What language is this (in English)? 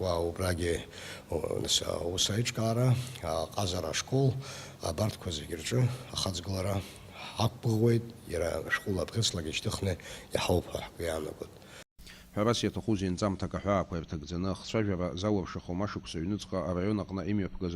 Abkhazian